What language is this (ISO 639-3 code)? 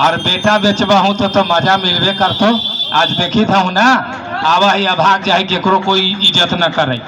mag